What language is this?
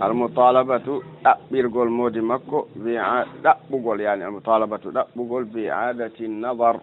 Fula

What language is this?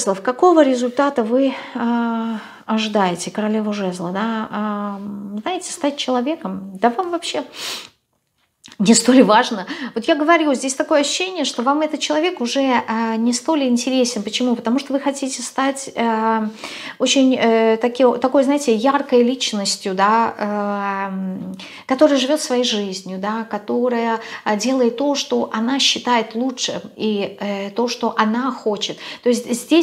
Russian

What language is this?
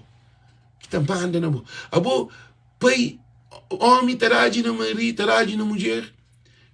Kabuverdianu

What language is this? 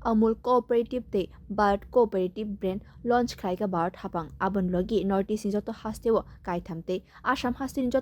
Kok Borok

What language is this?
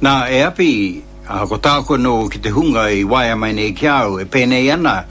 Māori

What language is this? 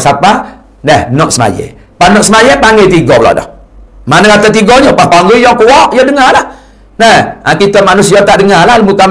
Malay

